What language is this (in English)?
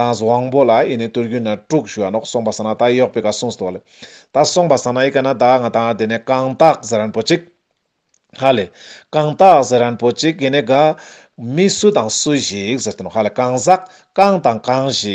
Ladakhi